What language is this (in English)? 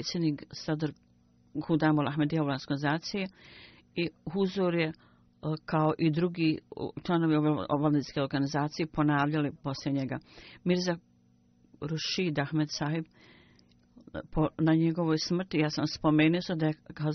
Bosnian